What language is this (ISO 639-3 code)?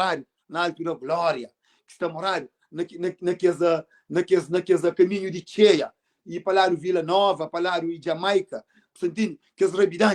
kea